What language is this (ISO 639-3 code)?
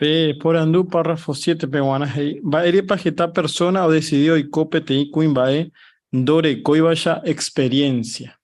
grn